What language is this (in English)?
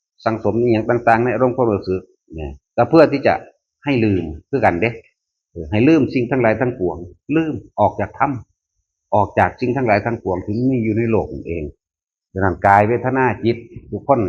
Northeastern Thai